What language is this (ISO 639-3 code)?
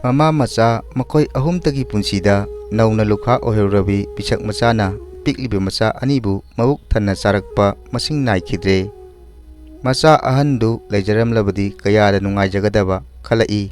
mni